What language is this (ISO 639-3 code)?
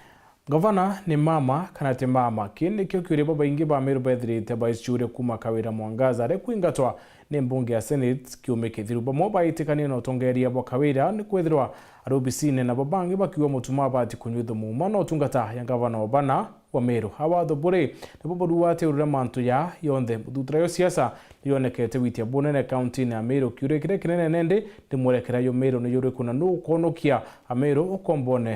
mer